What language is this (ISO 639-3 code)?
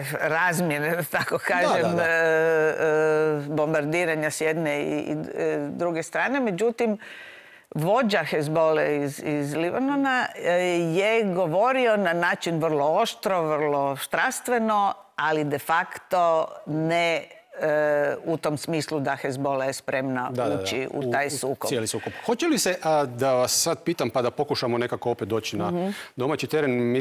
hrv